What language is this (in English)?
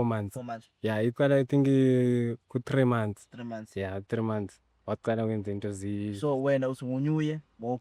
Zulu